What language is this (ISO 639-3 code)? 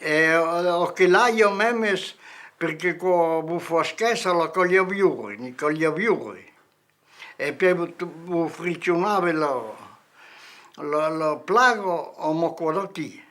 oci